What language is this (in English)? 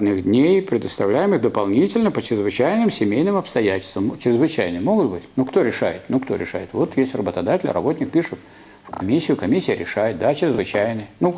Russian